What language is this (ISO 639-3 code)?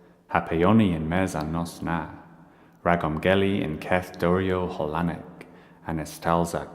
cor